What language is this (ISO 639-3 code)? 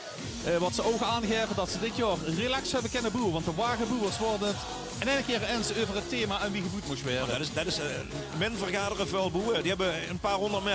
lim